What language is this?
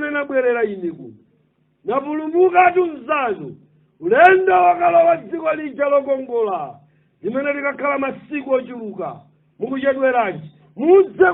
Nyanja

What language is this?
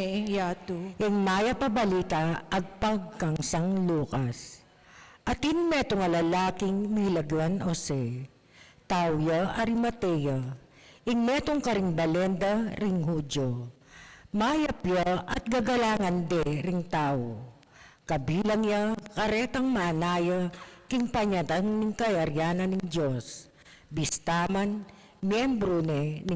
Pampanga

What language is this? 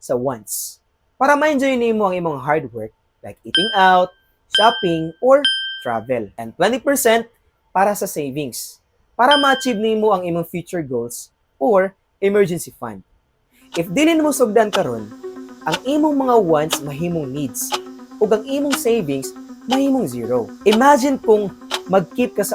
Cebuano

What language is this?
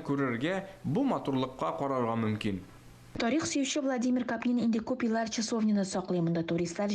Tatar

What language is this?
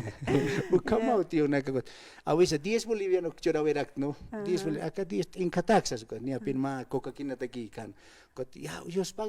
Aymara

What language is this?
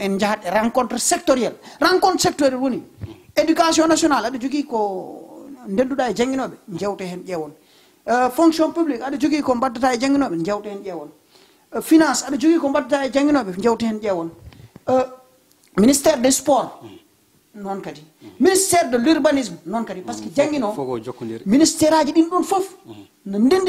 Fula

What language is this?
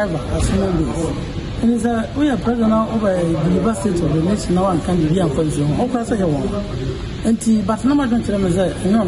Akan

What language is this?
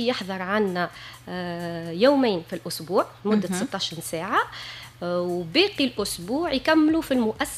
Tunisian Arabic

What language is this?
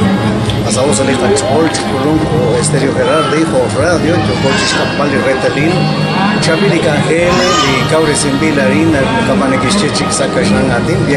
Kekchí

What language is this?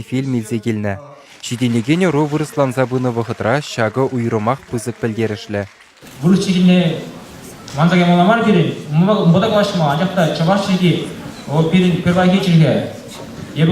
Chuvash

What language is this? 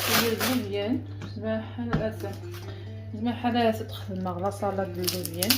Kabyle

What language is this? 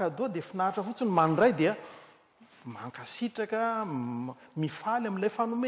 Malagasy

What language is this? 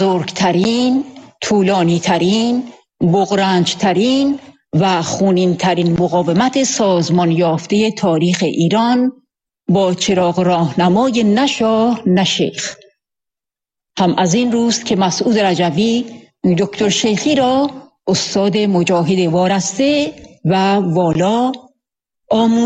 Persian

